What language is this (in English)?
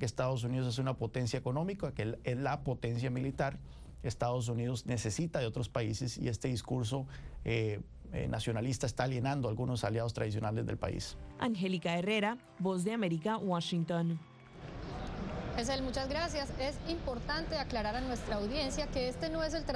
Spanish